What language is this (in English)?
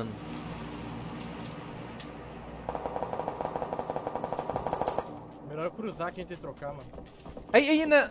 Portuguese